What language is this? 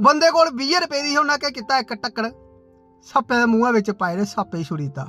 Dogri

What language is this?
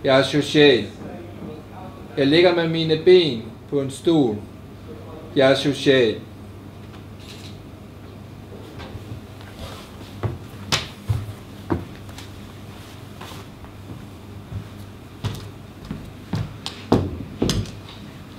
Danish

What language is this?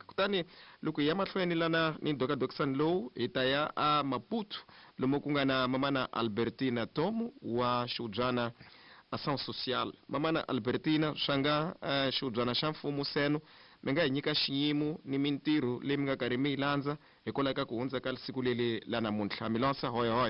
Tsonga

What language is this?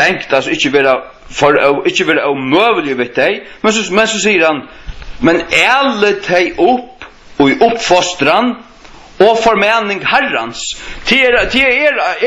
Faroese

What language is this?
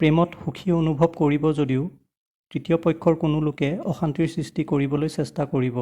Assamese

